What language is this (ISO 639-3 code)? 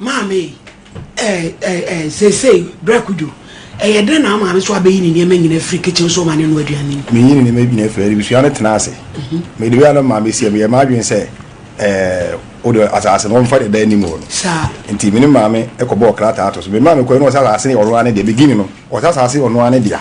aka